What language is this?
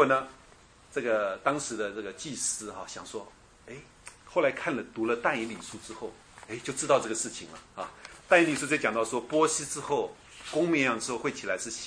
Chinese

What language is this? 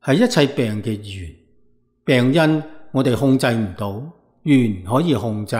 Cantonese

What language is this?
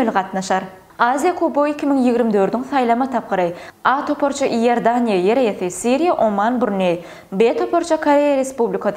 Turkmen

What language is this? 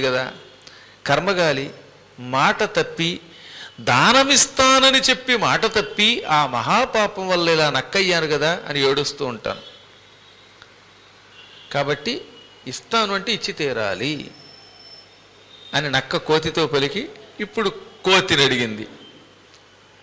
Telugu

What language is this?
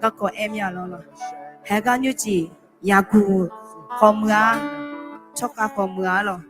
Akha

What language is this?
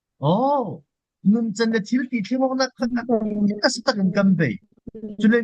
Falam Chin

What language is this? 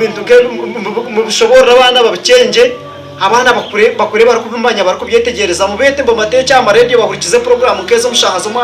Nyankole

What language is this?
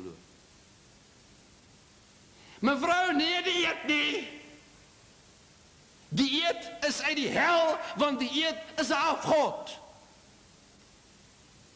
Afrikaans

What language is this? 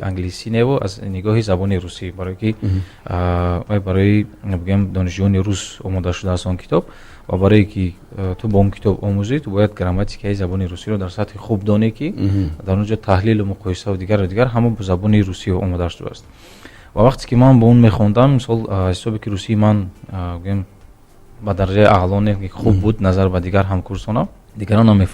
Tajik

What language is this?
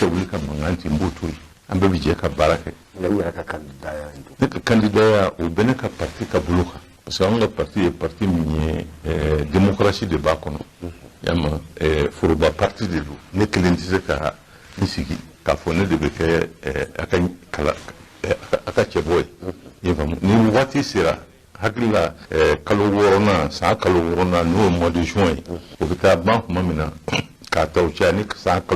Bambara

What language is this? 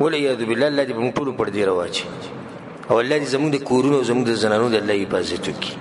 Pashto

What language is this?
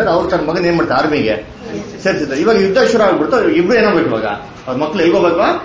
Kannada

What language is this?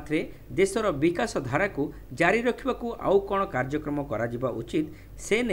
Odia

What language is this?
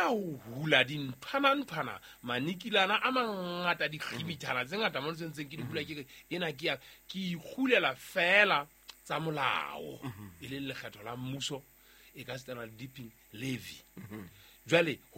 Southern Sotho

